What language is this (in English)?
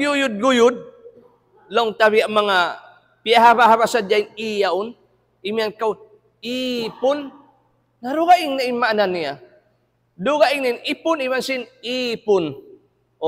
Tausug